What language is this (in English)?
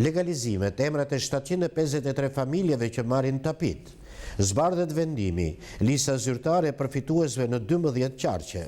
Albanian